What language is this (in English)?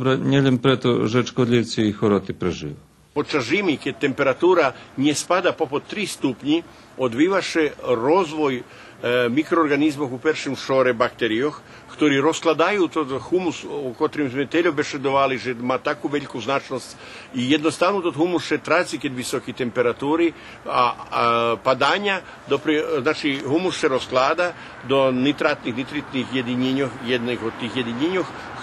Rusyn